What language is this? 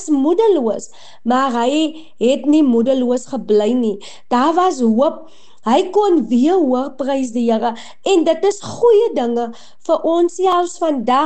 Afrikaans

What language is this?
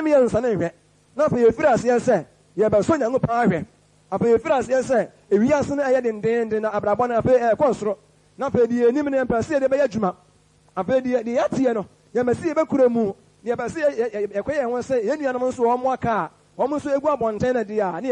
Akan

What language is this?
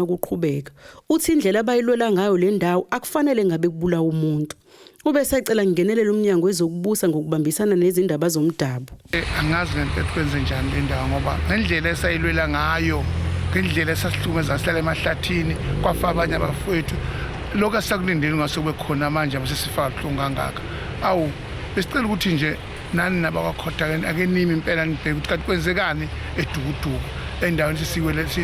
Zulu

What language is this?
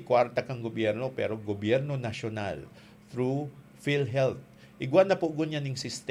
Bikol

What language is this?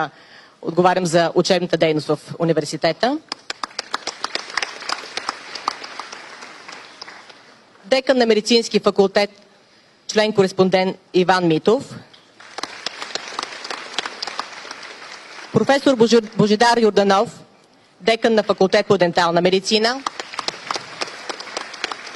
Bulgarian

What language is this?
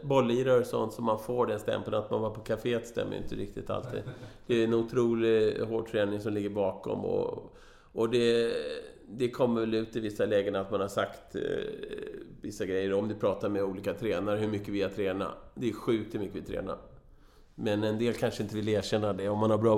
Swedish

